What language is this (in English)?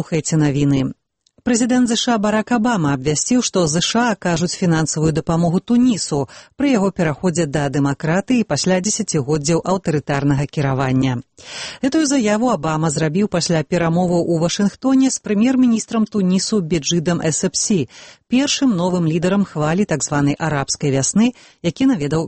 Belarusian